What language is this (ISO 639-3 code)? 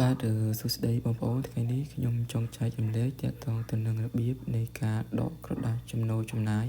khm